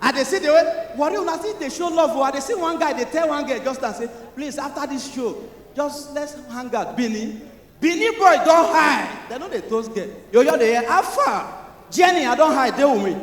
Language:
Nigerian Pidgin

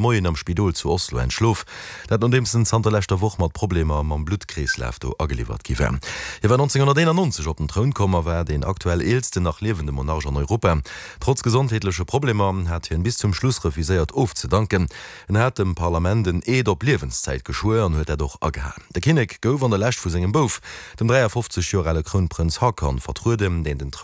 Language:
Luxembourgish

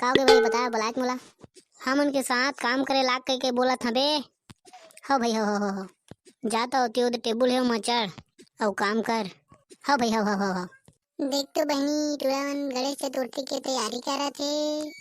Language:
Chhattisgarhi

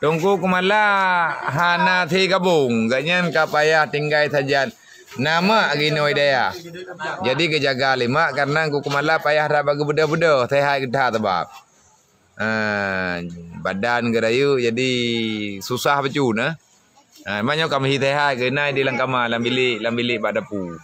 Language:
Achinese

